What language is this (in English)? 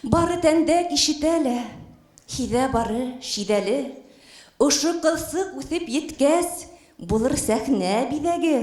Bashkir